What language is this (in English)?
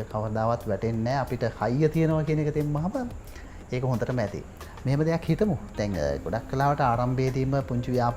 Sinhala